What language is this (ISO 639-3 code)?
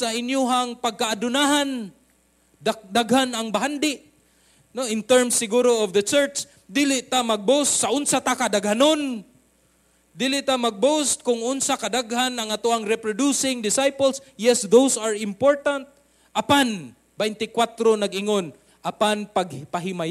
ceb